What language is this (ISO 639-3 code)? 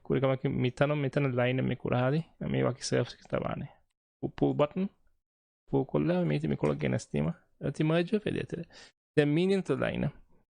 div